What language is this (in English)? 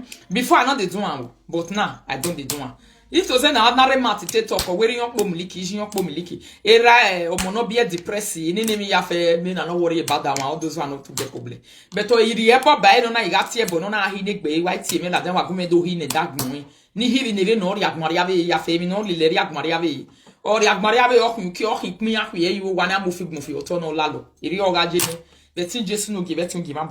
Nigerian Pidgin